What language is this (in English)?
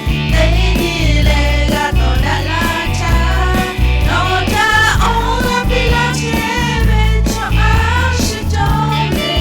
Lahu